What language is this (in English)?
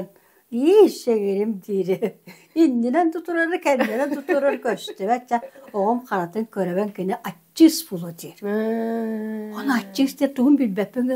Yakut